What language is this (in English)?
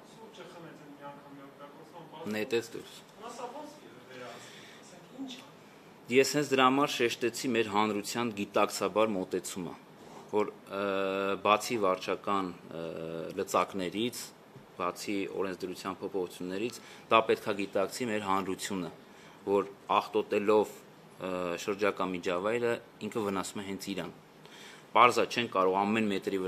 Armenian